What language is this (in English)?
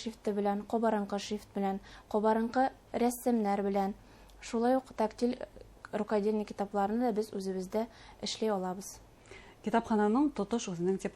Bashkir